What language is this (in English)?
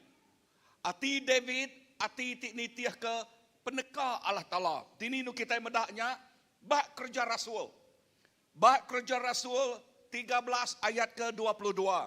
Iban